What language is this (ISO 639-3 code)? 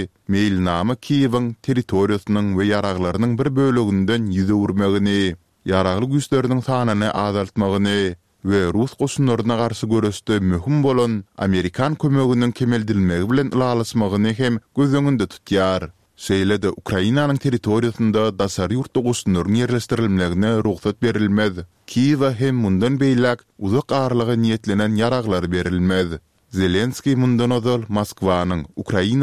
tuk